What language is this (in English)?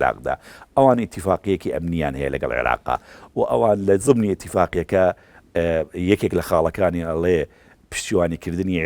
Central Kurdish